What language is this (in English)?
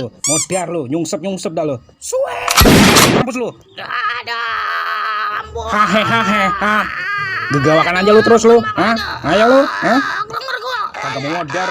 Betawi